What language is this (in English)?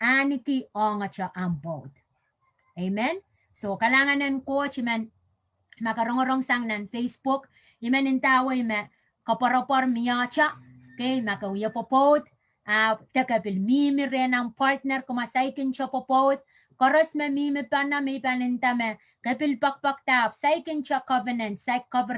Pohnpeian